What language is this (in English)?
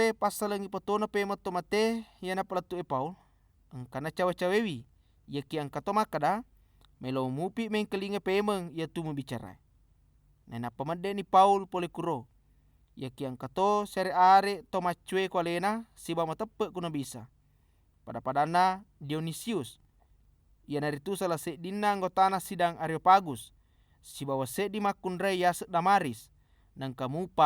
Buginese